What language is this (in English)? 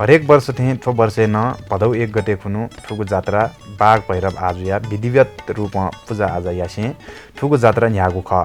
Newari